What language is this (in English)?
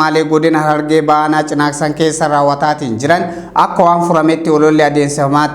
Oromo